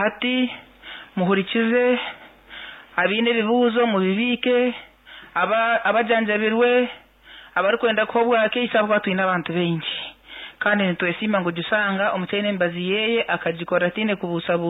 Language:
Nyankole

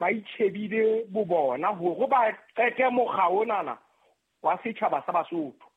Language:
Southern Sotho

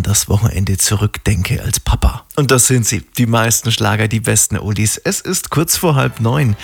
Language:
German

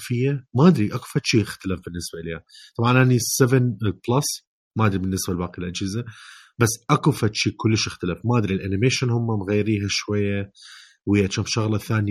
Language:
Mesopotamian Arabic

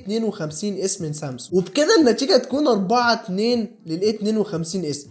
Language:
Egyptian Arabic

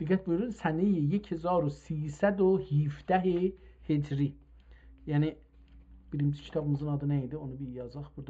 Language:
South Azerbaijani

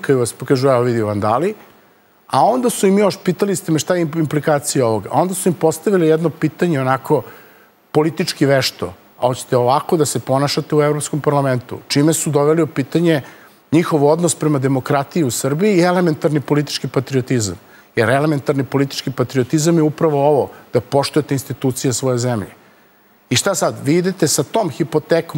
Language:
Serbian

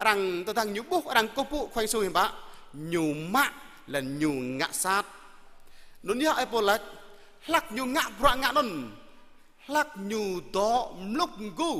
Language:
Jarai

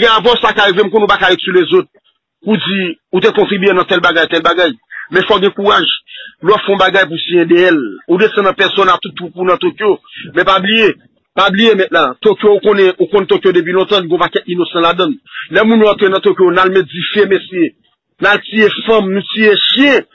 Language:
Haitian Creole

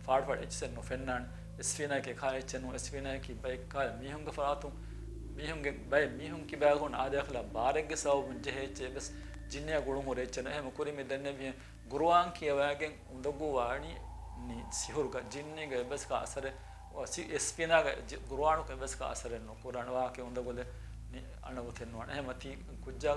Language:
Divehi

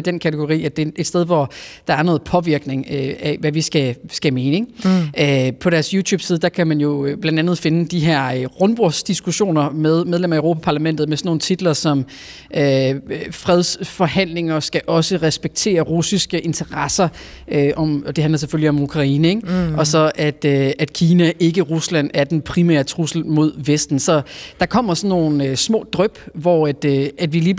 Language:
Danish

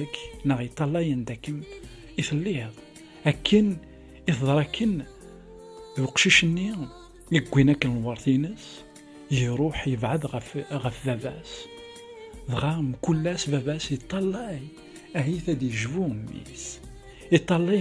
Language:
Kabyle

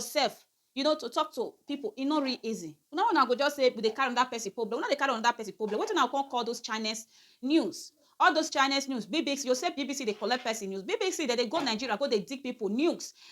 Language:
Nigerian Pidgin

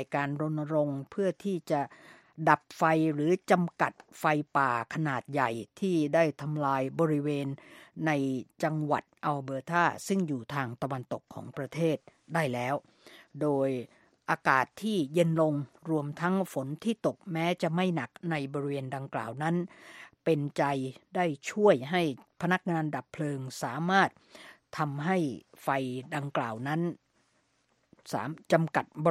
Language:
Thai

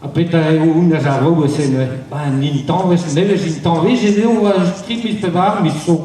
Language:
Breton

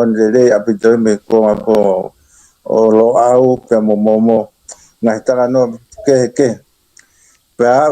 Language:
Tongan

